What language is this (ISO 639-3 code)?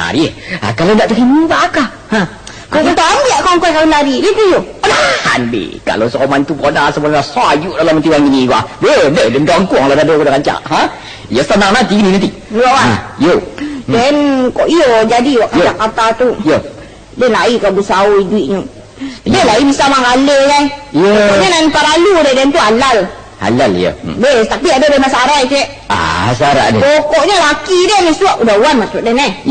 min